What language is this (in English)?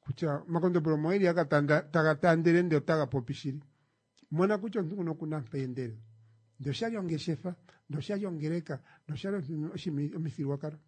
Kuanyama